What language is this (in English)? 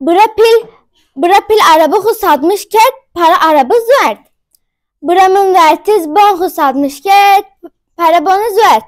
Zaza